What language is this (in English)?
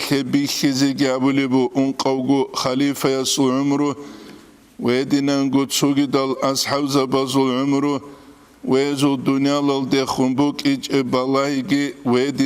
Avaric